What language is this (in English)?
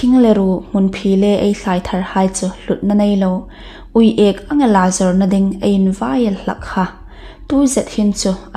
Hmar